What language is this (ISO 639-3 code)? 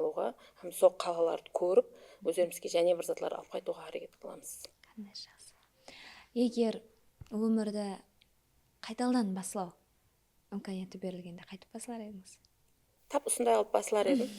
kaa